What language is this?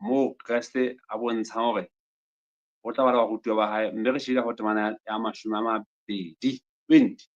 Southern Sotho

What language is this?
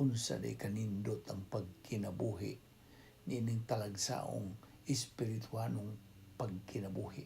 Cebuano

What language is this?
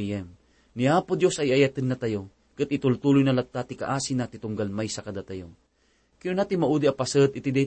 Iloko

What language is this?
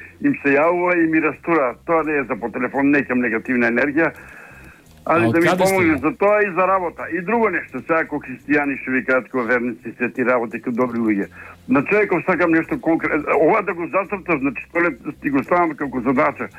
Macedonian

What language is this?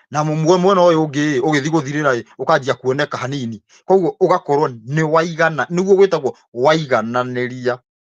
Kikuyu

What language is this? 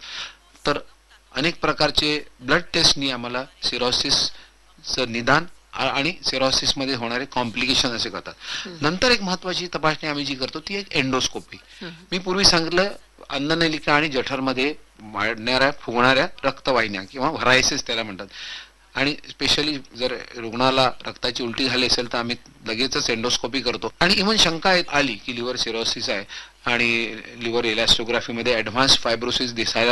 Marathi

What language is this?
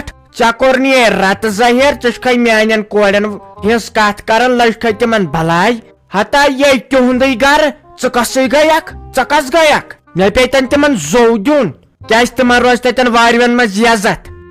Kashmiri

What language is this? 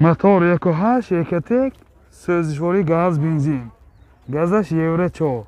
Tajik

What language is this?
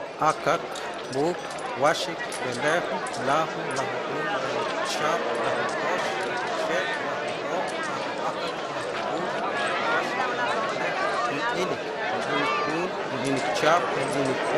Huastec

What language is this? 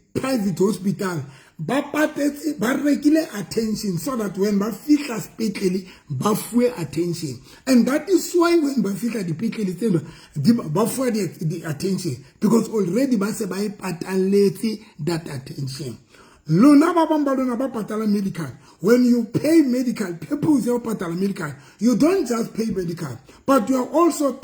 Southern Sotho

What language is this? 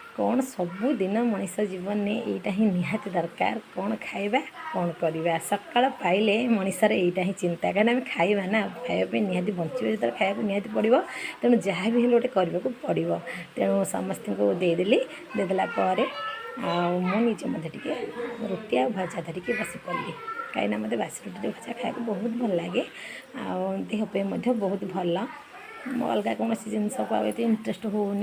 Odia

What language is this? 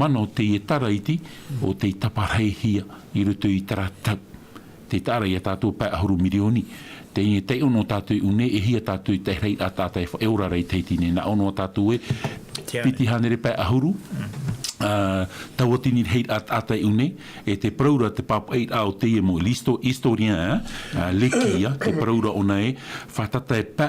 Tahitian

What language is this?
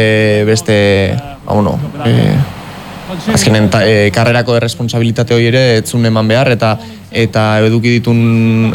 Basque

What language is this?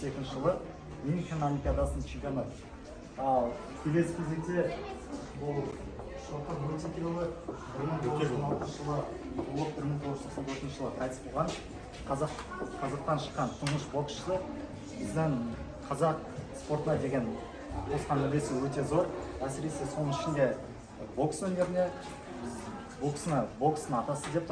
Kazakh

